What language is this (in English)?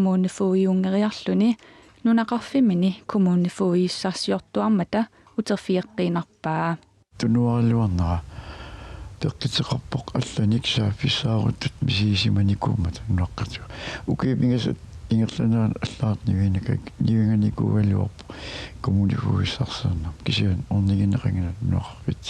Kalaallisut